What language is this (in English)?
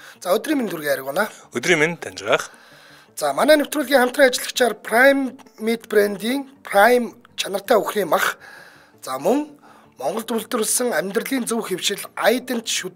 Mongolian